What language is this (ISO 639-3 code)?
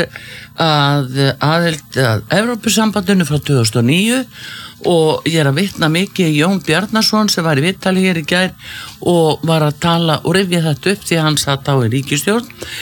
isl